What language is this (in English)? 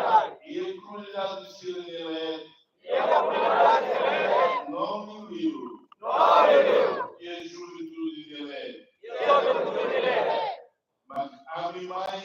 Tetum